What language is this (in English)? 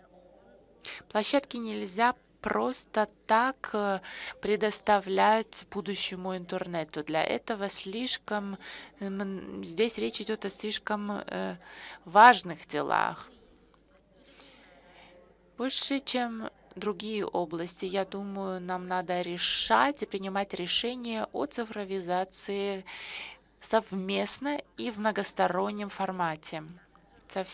Russian